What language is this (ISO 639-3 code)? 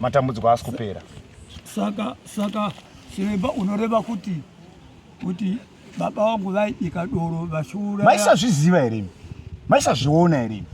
sna